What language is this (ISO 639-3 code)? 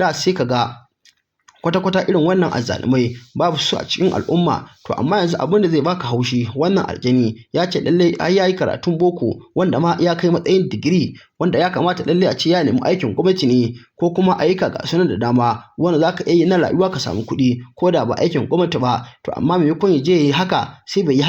hau